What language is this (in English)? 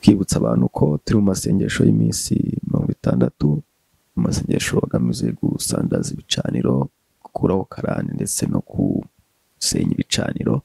Kinyarwanda